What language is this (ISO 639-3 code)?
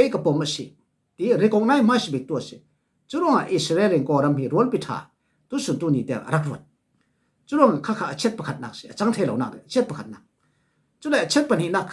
cfm